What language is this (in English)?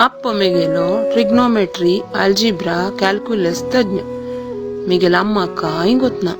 Konkani